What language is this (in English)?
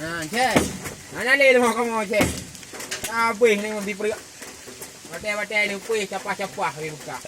Achinese